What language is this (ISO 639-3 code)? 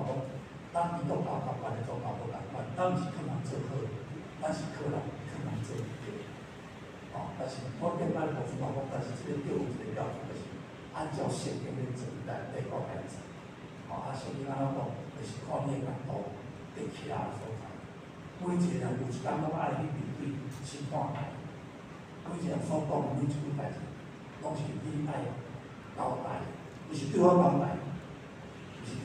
nan